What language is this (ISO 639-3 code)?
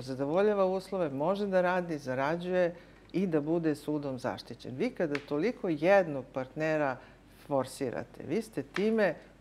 srp